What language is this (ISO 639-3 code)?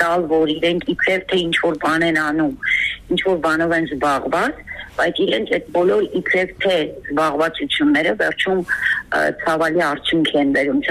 hye